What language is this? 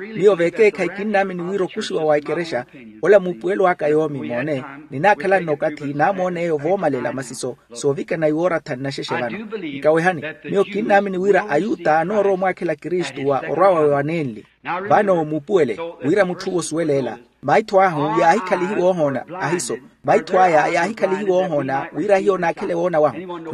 Makhuwa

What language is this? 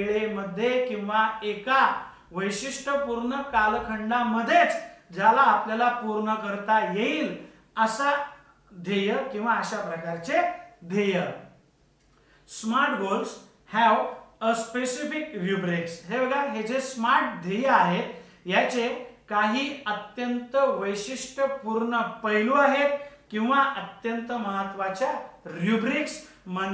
Marathi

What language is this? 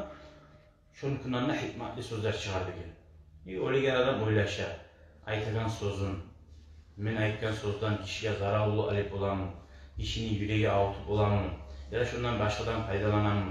Kumyk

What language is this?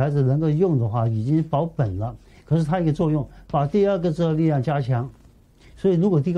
Chinese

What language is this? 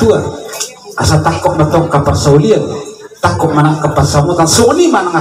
Batak Toba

